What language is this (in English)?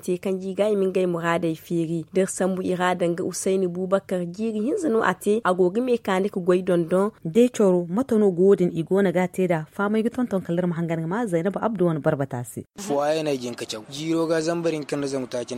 Zarma